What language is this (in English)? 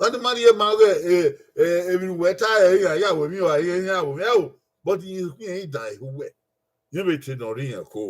Bini